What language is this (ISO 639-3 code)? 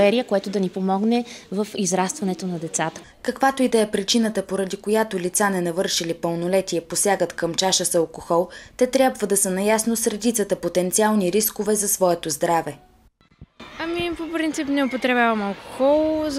bul